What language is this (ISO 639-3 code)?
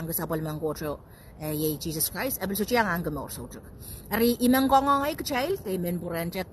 pon